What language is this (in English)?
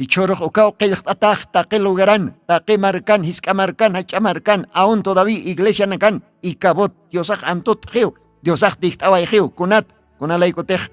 Aymara